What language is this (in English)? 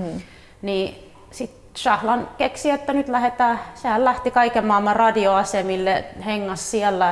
Finnish